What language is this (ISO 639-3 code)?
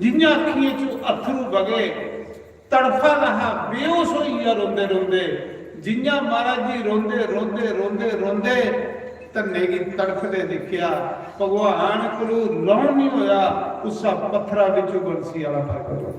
doi